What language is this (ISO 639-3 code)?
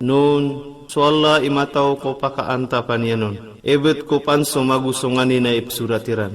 mrw